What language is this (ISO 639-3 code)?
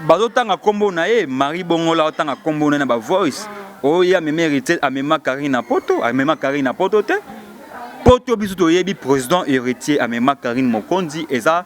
lin